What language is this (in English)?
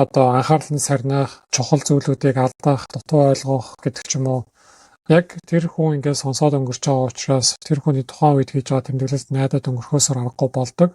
Mongolian